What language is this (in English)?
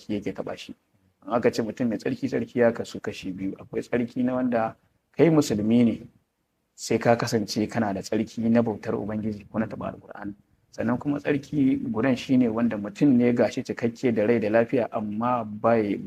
Hausa